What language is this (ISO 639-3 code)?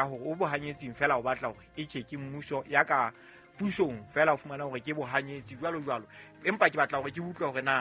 sot